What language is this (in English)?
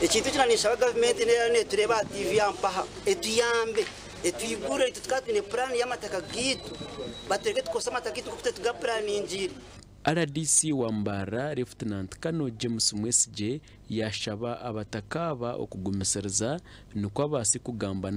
Nyankole